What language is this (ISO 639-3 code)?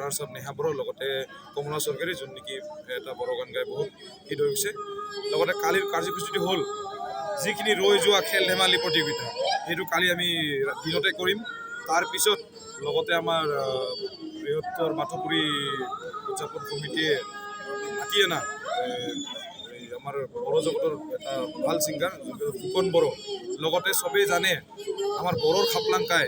asm